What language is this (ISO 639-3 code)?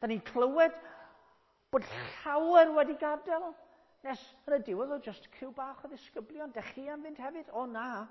cym